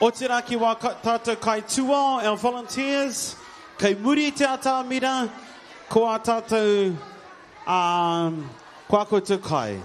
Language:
Māori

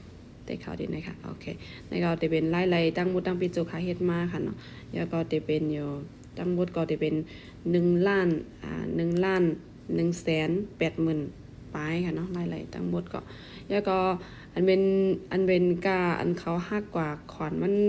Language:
Shan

